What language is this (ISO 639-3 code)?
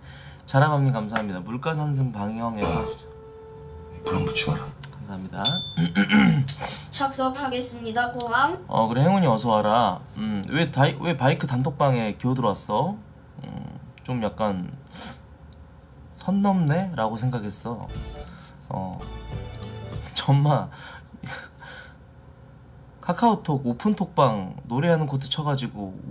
kor